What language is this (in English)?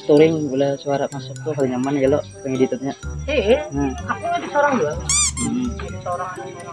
Banjar